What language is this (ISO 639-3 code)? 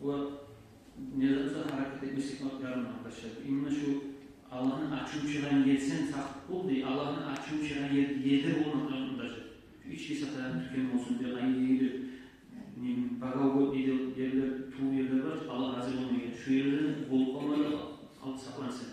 kum